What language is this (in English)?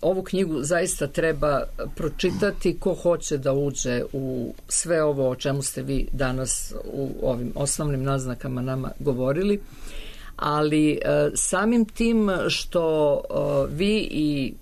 Serbian